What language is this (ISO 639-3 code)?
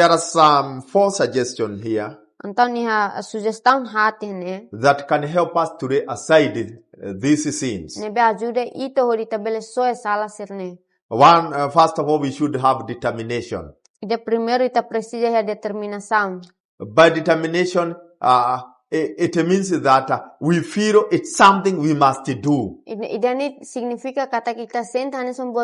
tet